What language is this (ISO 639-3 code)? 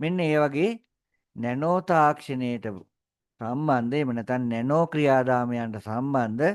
sin